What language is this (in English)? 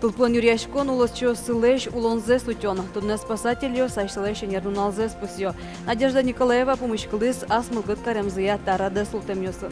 Udmurt